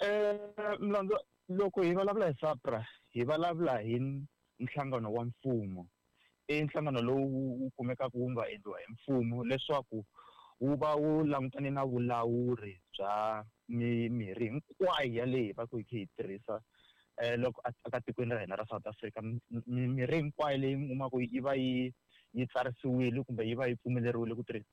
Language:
Tsonga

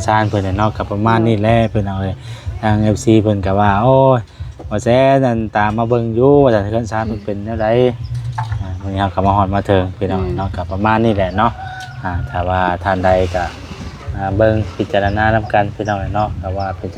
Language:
Lao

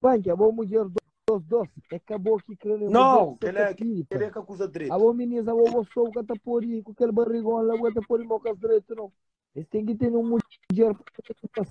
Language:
Kabuverdianu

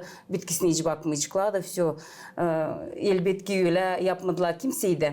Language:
Gagauz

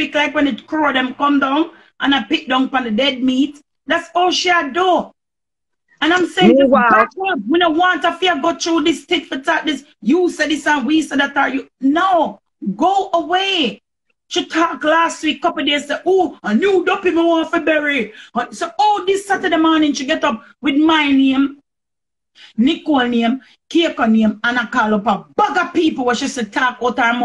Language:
Jamaican Creole English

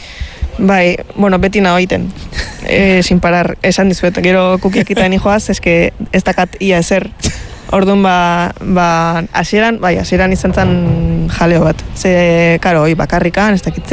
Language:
Basque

